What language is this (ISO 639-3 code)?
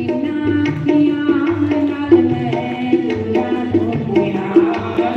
doi